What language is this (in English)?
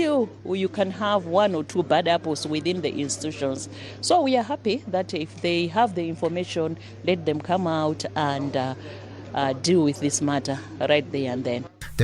English